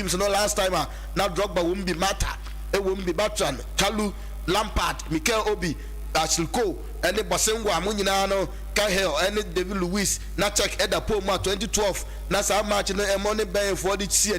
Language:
Akan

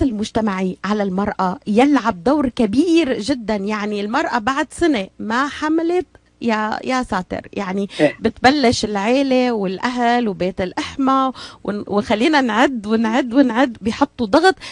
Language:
North Levantine Arabic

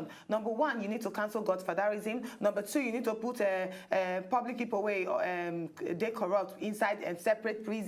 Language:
Nigerian Pidgin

